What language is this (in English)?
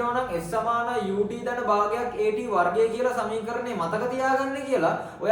Sinhala